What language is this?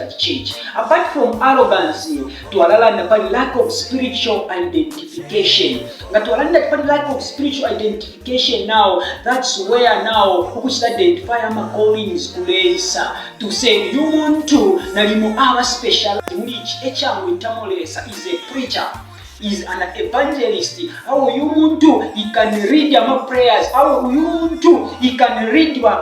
Bemba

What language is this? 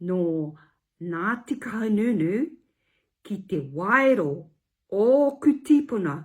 Māori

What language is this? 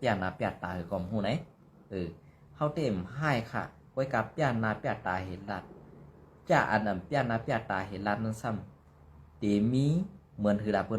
Shan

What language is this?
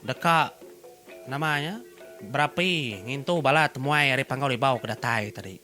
Iban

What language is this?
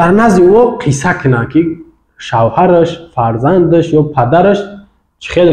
Tajik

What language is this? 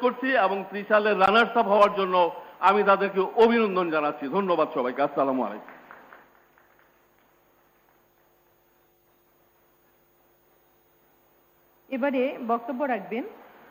Bangla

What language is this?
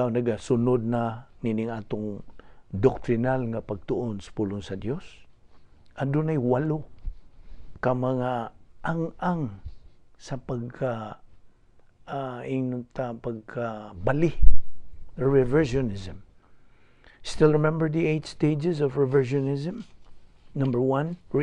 Cebuano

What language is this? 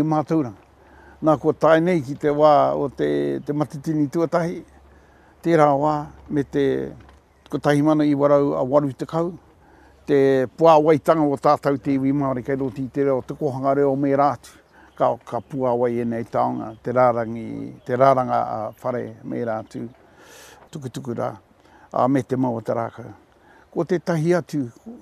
Māori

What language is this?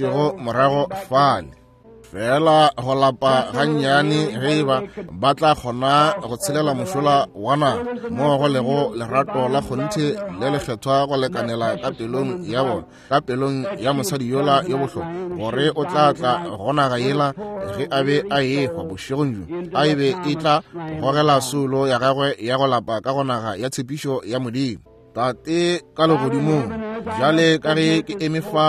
Northern Sotho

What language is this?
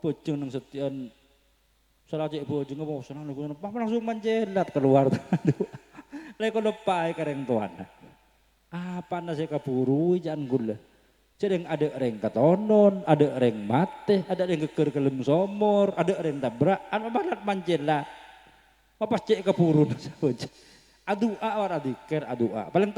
Madurese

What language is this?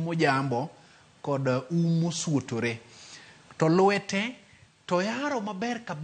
Luo (Kenya and Tanzania)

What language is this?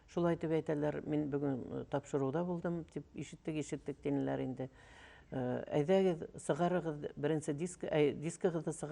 Bashkir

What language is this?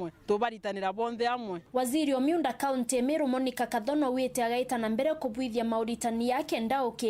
Meru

